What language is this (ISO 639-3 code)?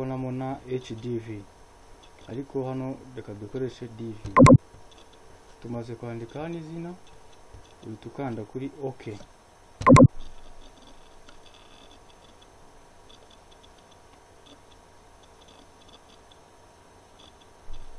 kin